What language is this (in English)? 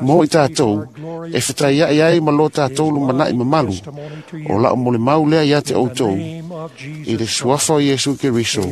Samoan